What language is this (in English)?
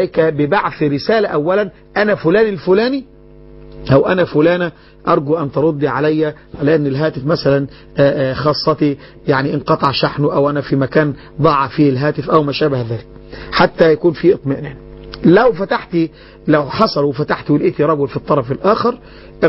Arabic